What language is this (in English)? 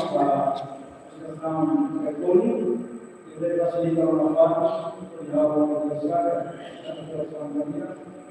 Tetum